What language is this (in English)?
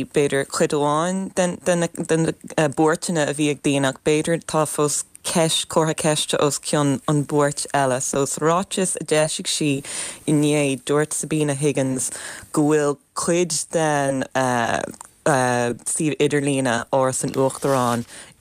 Irish